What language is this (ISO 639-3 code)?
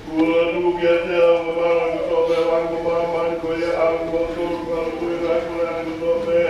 ton